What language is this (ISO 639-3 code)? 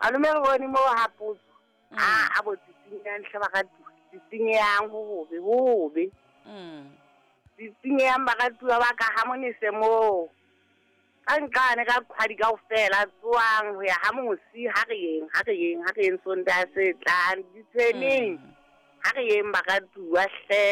sot